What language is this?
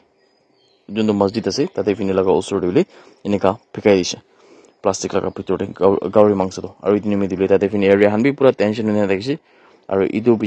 Naga Pidgin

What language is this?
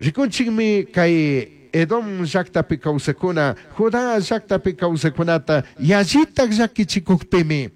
Chimborazo Highland Quichua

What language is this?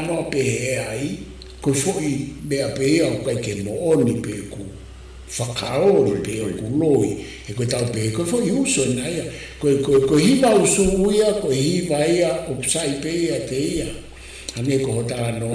Tongan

